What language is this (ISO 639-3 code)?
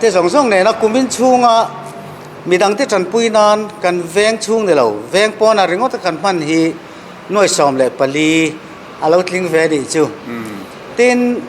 lus